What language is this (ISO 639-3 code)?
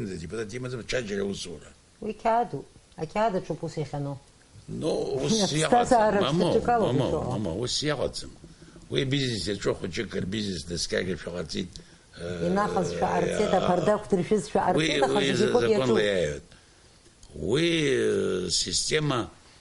abk